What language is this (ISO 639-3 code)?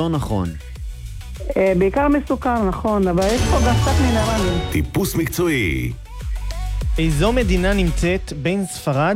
heb